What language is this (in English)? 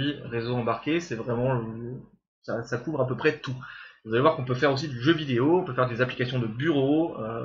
French